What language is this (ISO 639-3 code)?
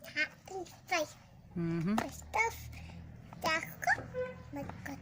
ady